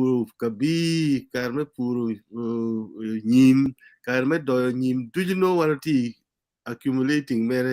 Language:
Acoli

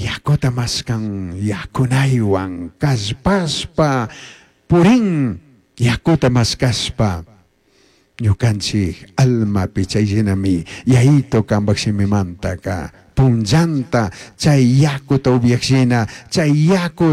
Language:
Chimborazo Highland Quichua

